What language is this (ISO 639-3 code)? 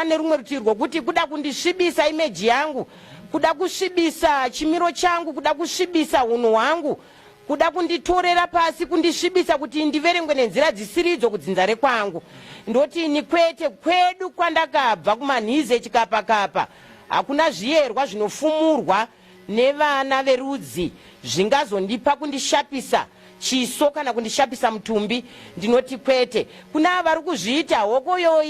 sna